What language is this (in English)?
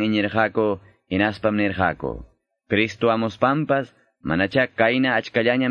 Quechua